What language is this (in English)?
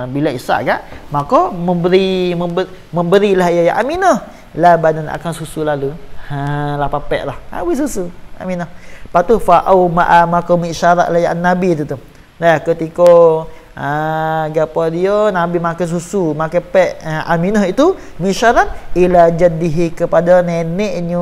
Malay